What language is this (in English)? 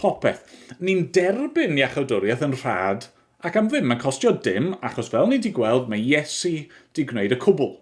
Welsh